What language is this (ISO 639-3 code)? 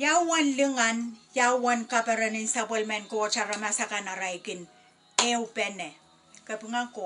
pon